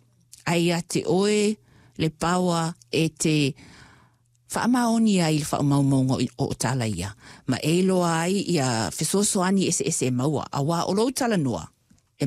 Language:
Samoan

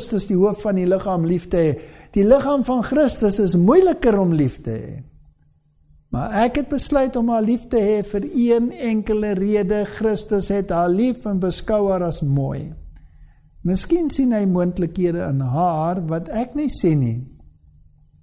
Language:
Afrikaans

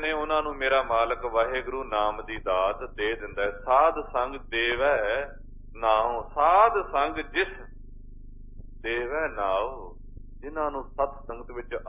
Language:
Punjabi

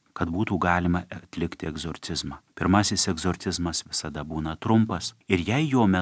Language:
Lithuanian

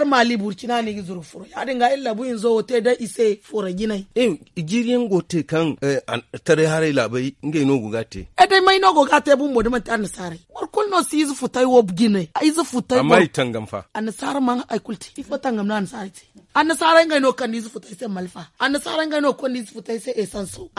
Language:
Zarma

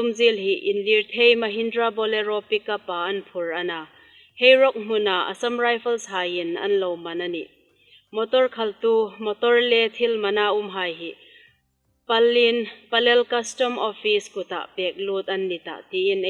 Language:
Hmar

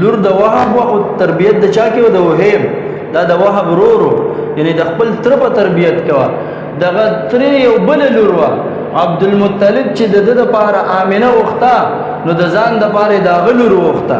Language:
Pashto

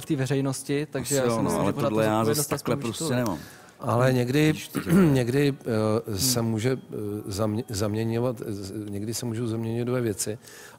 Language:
Czech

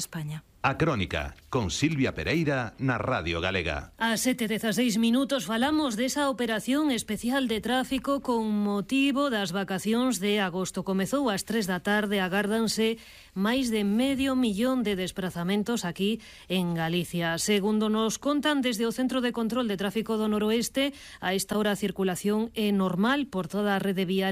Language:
Galician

